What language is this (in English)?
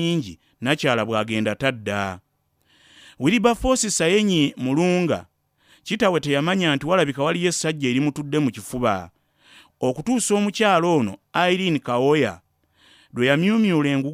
Ganda